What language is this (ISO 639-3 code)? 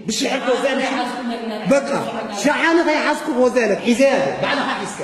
tir